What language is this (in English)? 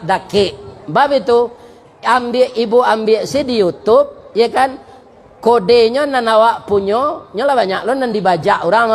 Minangkabau